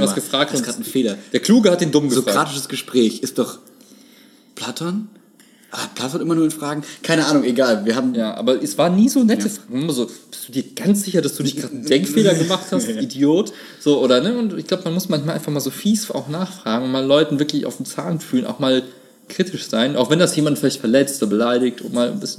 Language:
German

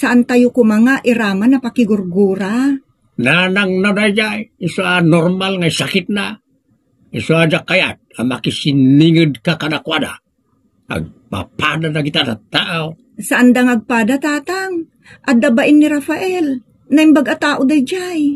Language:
Iloko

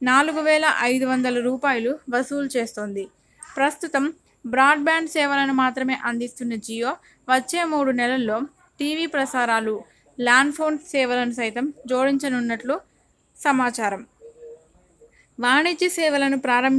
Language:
Telugu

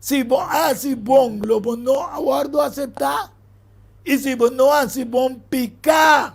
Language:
Papiamento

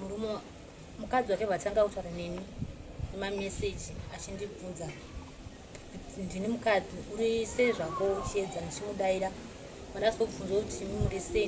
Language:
Shona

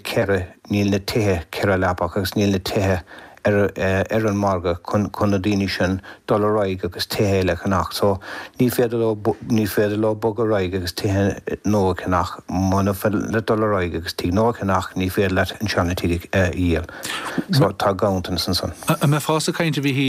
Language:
Irish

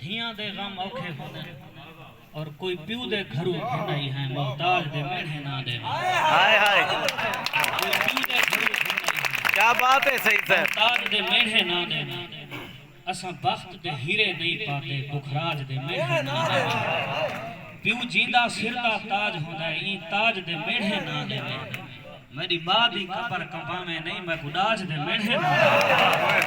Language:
Saraiki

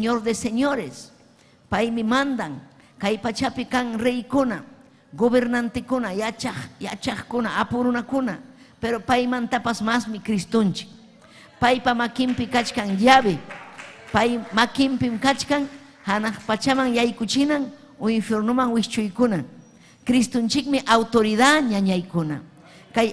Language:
Ayacucho Quechua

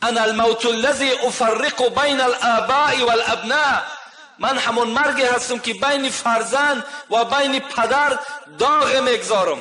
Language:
Tajik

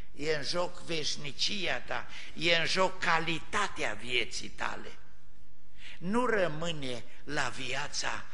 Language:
Romanian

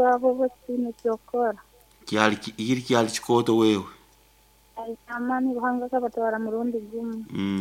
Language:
Nyoro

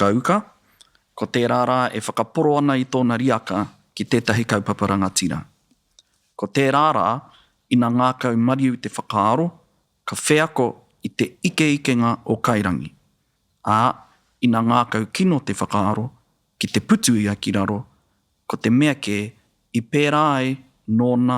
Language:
Māori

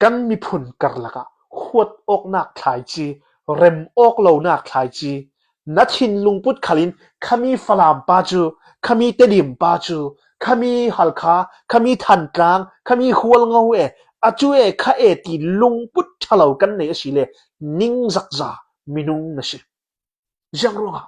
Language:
Hakha Chin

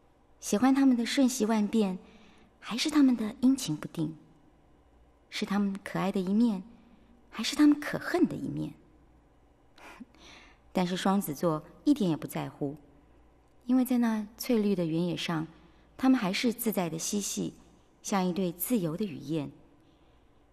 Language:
Chinese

